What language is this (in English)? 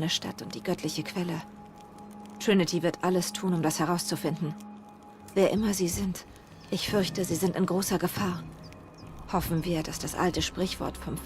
Swiss German